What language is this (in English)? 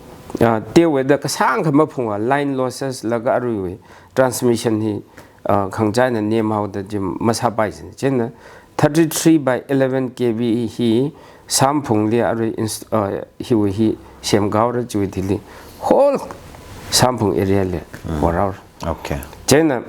Tangkhul Naga (India)